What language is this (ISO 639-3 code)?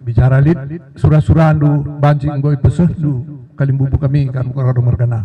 btx